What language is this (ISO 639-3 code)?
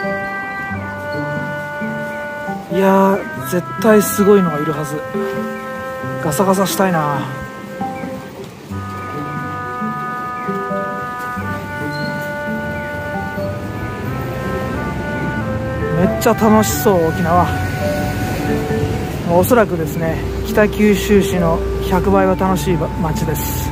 jpn